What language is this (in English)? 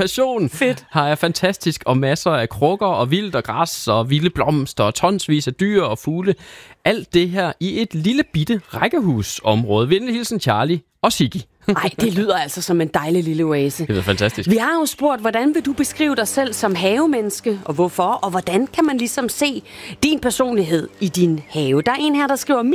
Danish